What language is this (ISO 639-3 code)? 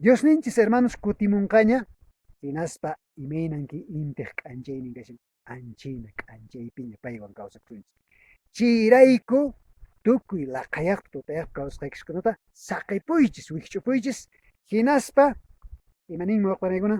que